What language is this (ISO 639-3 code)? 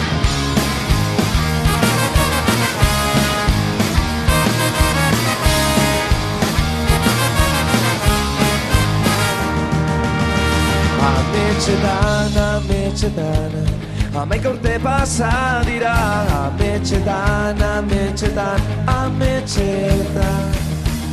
eus